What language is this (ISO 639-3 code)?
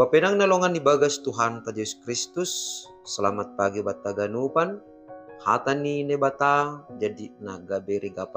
bts